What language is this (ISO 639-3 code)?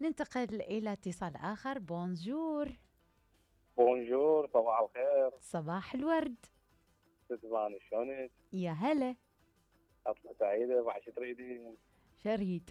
acm